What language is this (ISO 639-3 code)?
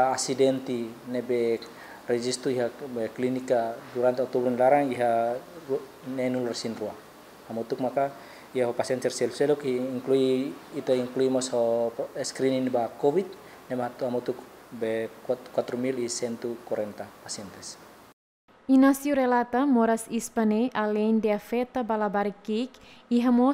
tet